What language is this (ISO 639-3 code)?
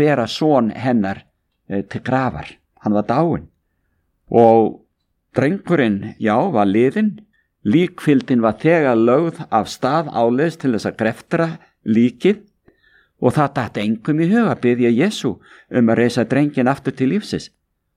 isl